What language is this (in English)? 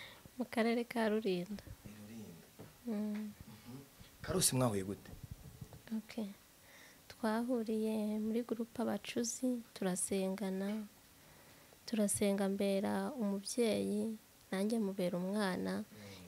Kinyarwanda